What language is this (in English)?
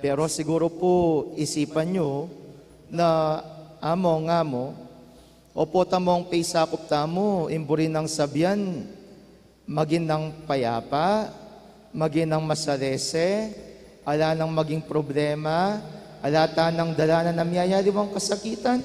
Pampanga